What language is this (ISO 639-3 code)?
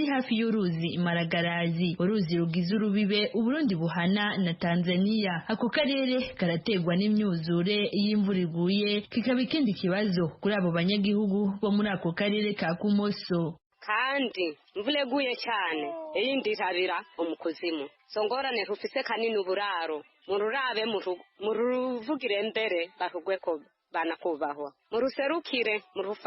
run